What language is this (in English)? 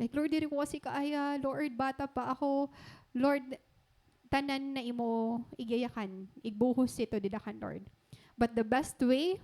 Waray